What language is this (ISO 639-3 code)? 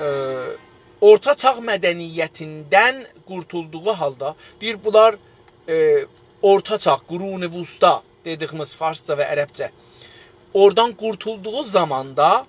azb